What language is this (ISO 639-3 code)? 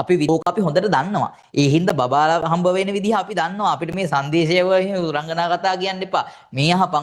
sin